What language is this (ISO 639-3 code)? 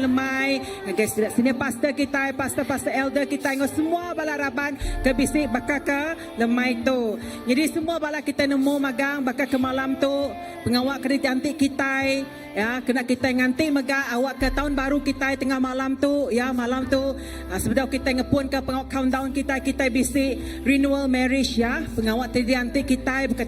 iba